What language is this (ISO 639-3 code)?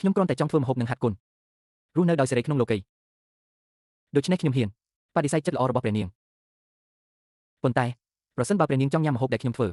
khm